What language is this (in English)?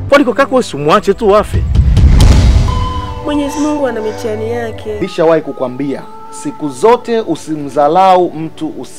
Swahili